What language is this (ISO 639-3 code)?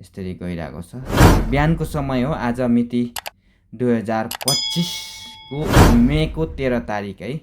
nep